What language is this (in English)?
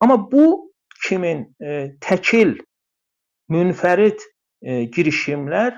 South Azerbaijani